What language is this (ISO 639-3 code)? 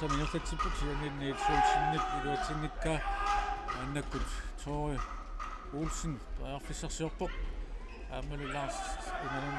kal